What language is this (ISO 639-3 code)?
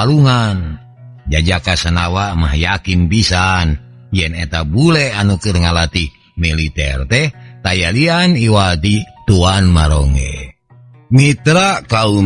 sun